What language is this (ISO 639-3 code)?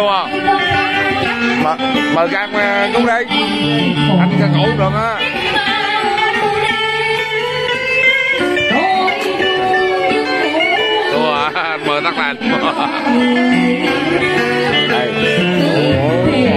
vie